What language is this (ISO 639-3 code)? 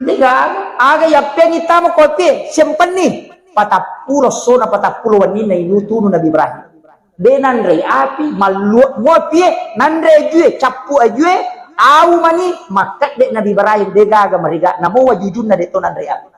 bug